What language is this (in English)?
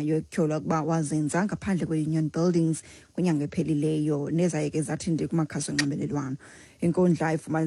Xhosa